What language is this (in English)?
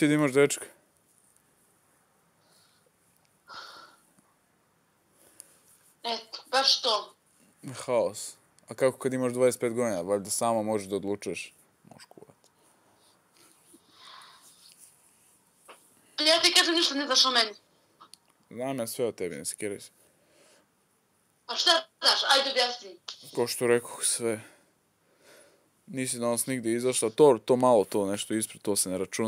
Serbian